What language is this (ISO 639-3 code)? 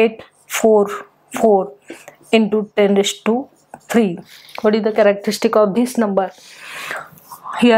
mar